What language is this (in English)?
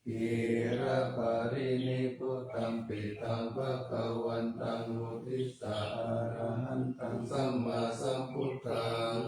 Pali